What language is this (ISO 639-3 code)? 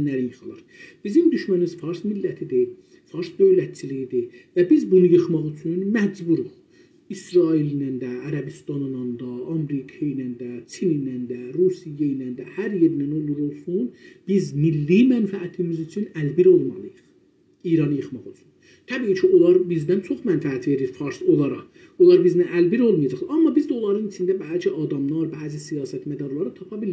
azb